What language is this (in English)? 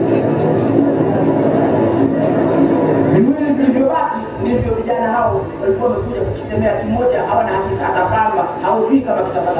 Swahili